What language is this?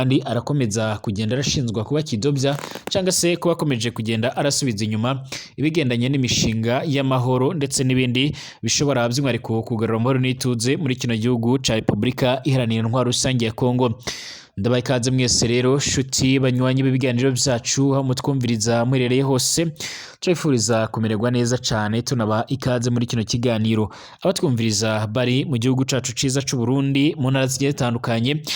Rundi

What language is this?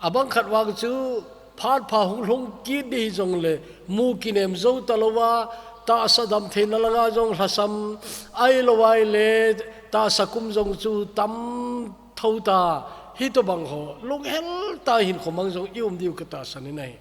Thado Chin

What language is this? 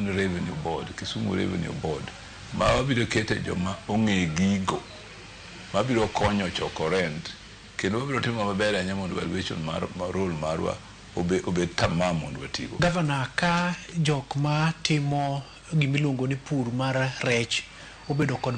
Luo (Kenya and Tanzania)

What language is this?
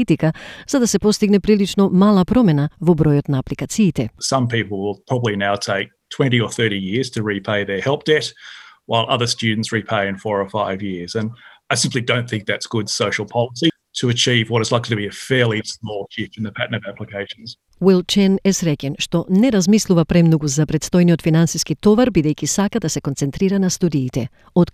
Macedonian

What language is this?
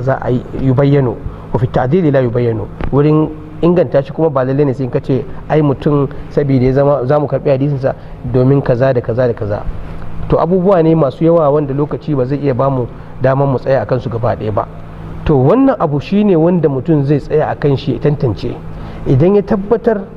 Hausa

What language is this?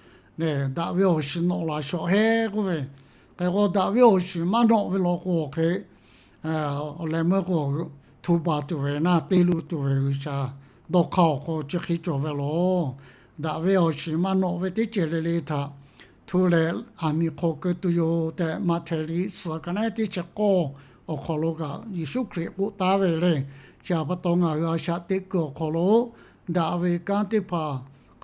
Lahu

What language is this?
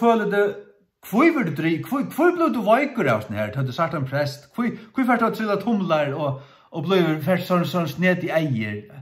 Faroese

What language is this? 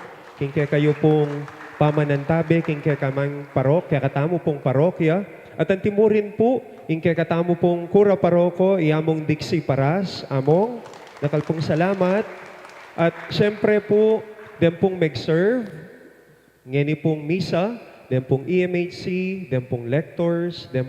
Pampanga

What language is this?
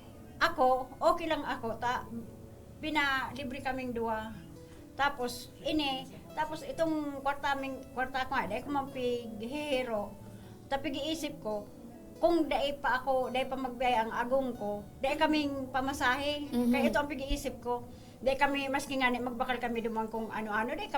Bikol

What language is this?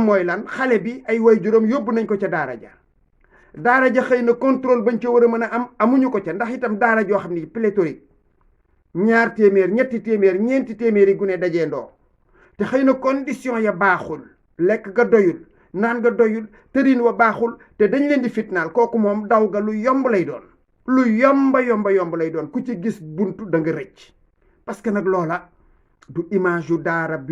Wolof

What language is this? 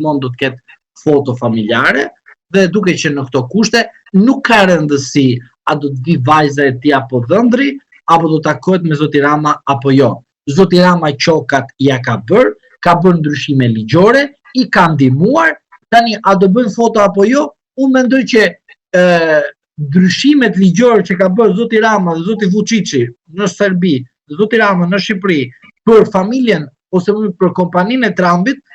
Albanian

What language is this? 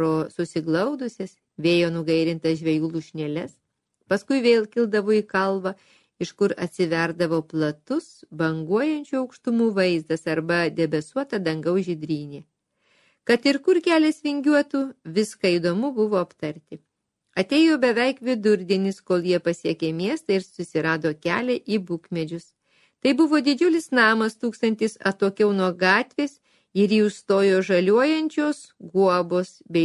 Lithuanian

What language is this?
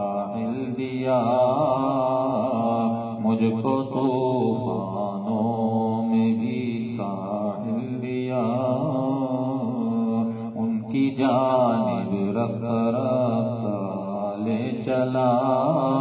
Urdu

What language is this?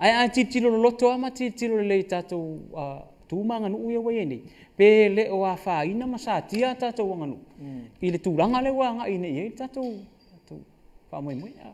Samoan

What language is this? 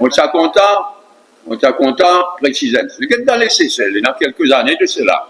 Morisyen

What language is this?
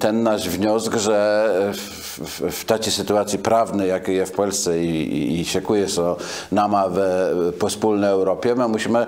Kashubian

